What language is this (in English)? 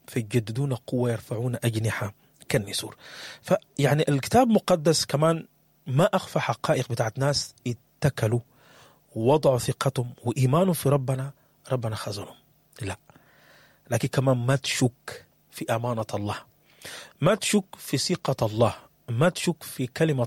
Sudanese Arabic